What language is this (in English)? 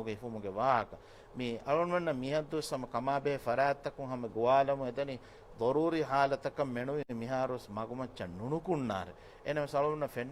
Divehi